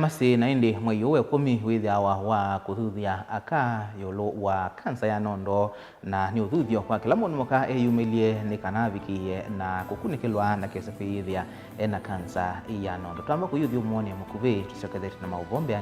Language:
Kamba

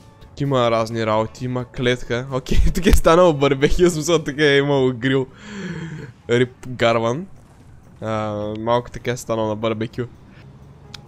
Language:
Bulgarian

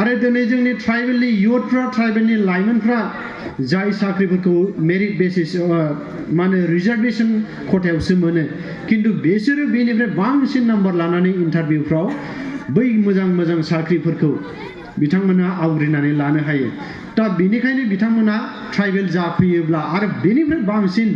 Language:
Bodo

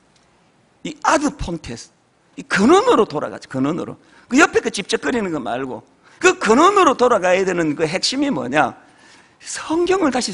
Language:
Korean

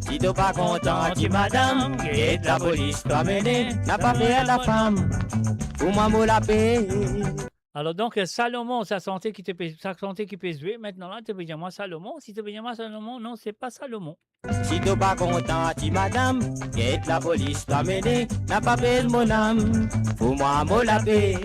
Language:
Morisyen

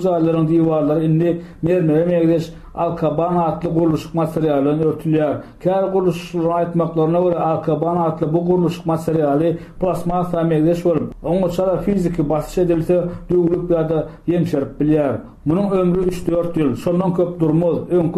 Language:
Turkmen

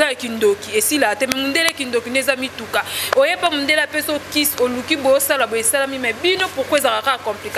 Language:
Lingala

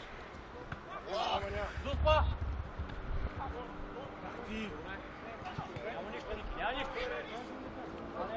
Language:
Bulgarian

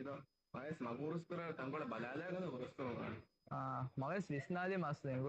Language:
Divehi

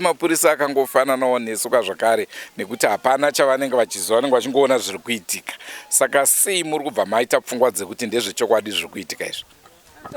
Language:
Shona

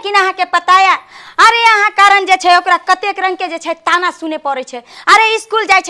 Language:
Maithili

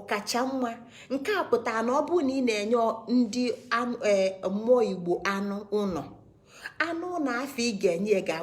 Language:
Igbo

